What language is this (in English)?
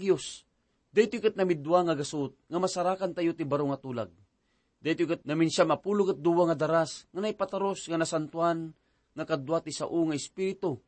Iloko